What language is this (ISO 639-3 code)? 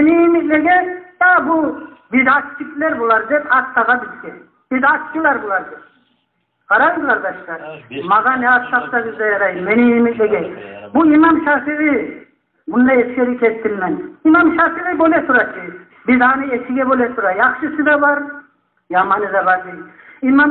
kum